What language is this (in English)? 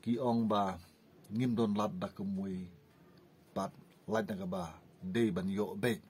Khasi